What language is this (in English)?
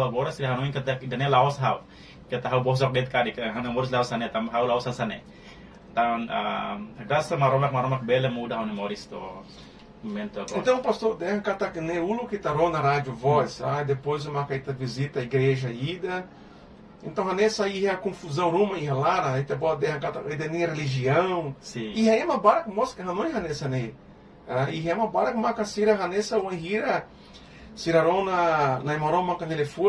Tetum